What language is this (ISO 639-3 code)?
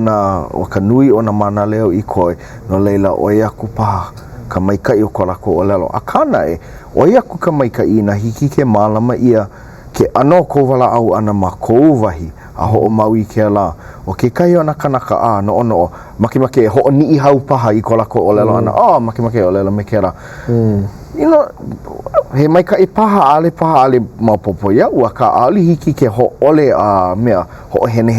haw